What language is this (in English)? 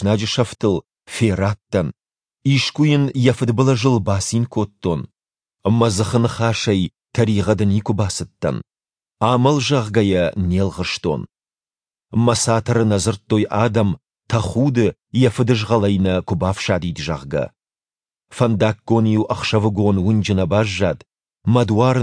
Ossetic